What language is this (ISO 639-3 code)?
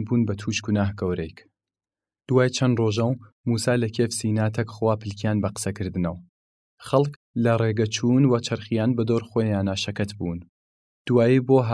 sdh